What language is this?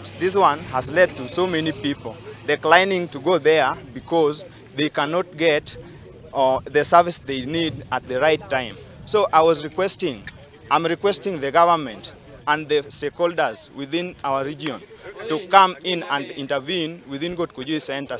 Luo (Kenya and Tanzania)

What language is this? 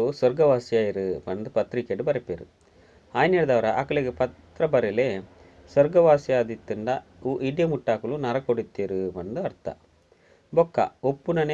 Tulu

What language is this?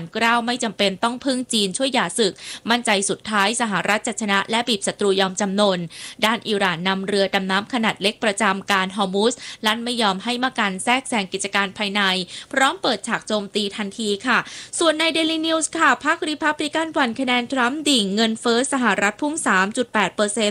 Thai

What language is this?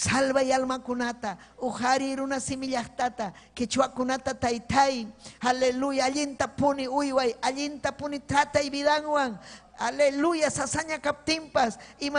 Ayacucho Quechua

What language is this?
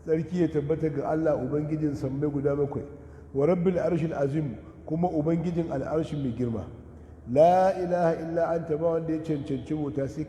Hausa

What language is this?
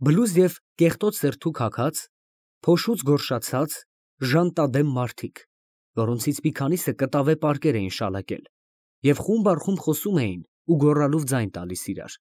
Armenian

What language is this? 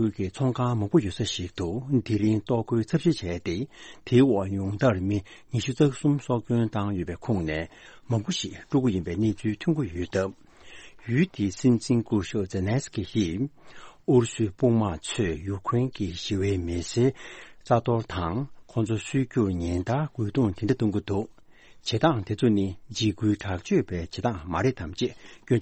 Tibetan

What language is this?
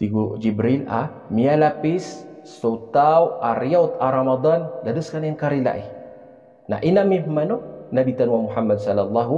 Maranao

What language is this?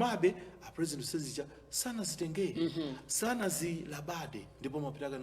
Nyanja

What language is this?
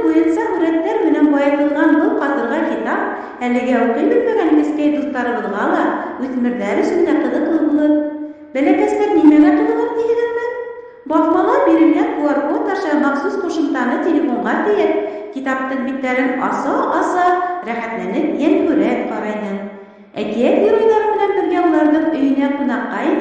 Bashkir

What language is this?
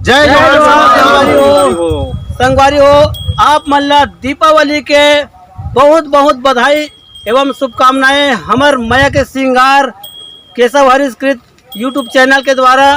Chhattisgarhi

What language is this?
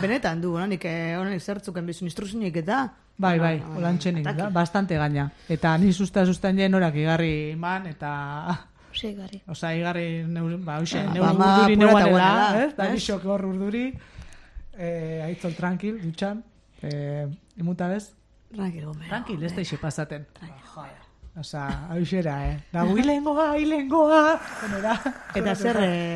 Basque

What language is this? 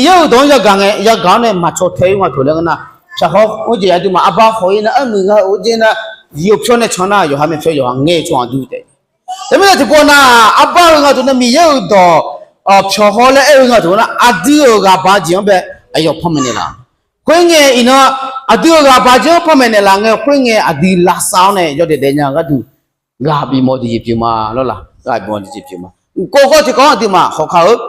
Akha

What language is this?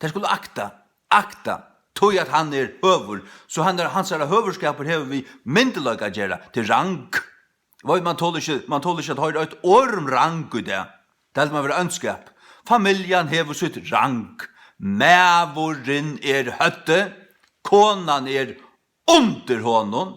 Faroese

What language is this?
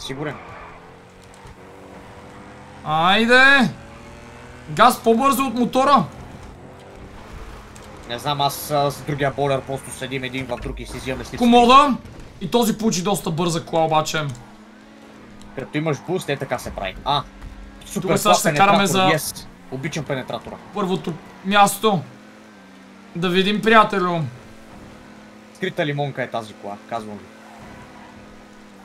Bulgarian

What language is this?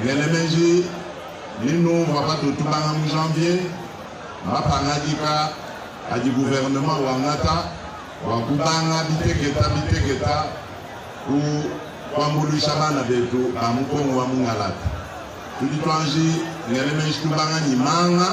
Luba-Lulua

